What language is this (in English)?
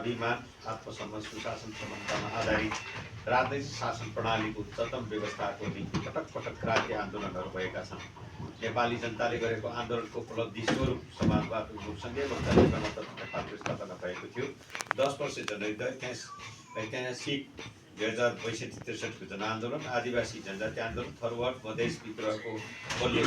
Nepali